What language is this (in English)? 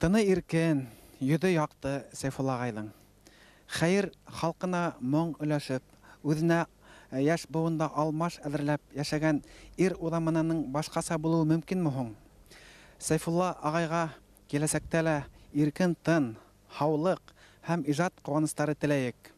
Bashkir